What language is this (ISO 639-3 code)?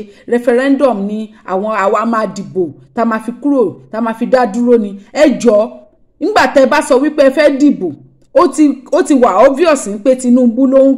yor